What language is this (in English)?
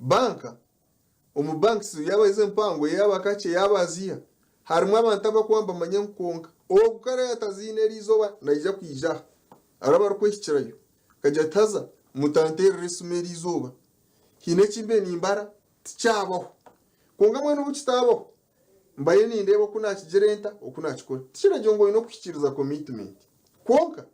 Nyankole